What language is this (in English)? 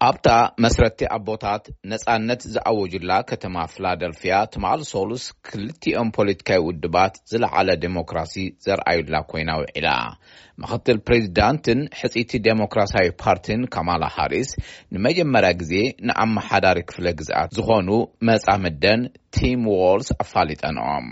Tigrinya